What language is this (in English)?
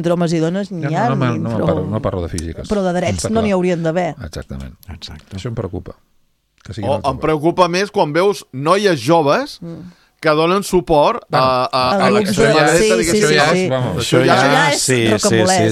Catalan